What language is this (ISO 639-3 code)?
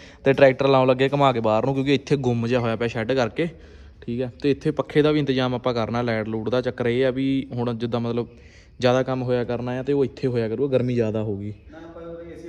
pan